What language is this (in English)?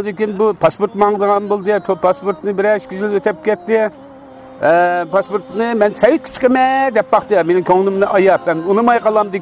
Uyghur